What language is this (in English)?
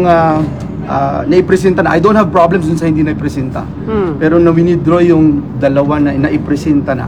Filipino